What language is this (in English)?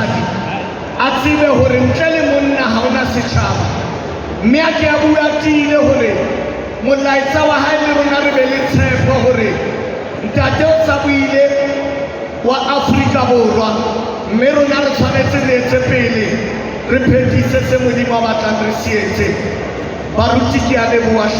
Southern Sotho